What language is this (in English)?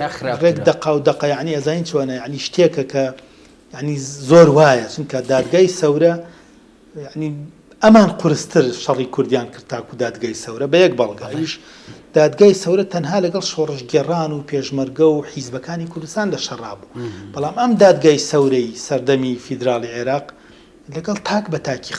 Central Kurdish